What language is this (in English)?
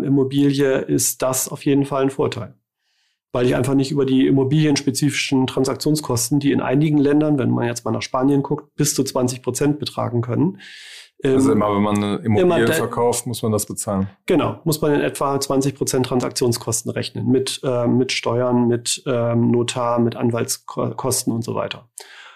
German